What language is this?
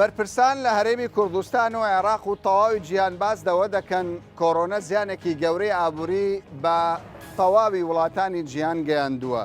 Central Kurdish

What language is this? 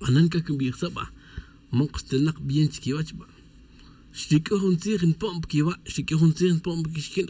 Tz'utujil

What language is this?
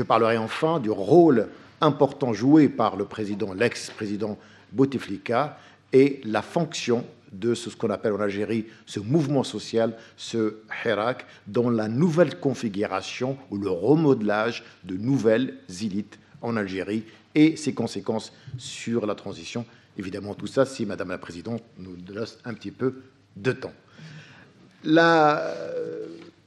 French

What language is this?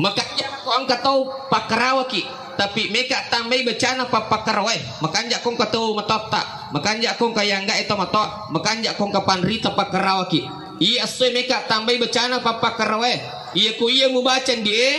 Buginese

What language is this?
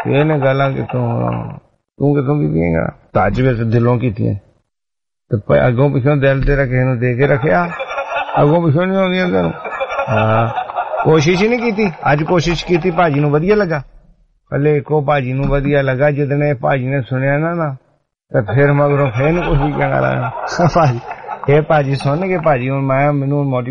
Punjabi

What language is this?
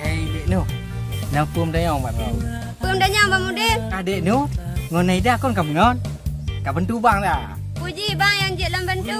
Achinese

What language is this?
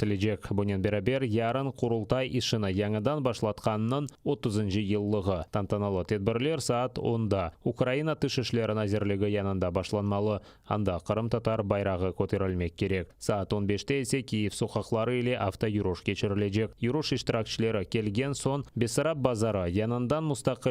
Crimean Tatar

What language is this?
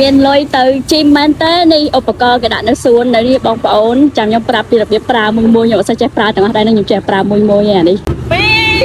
Khmer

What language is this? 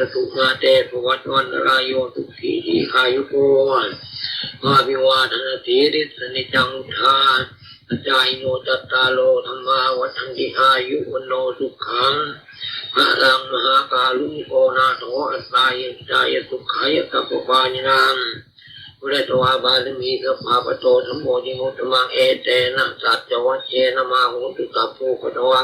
Pali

